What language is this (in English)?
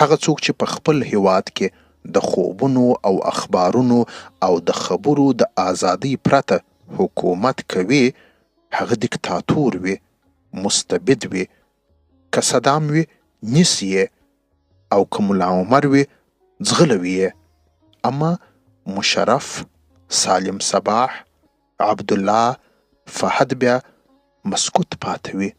Pashto